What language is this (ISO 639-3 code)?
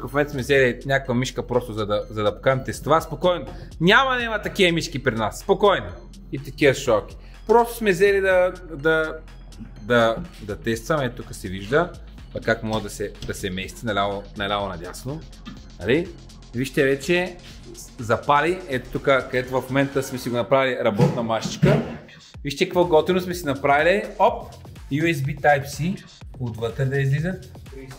bul